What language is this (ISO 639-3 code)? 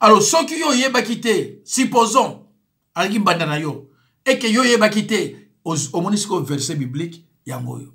lin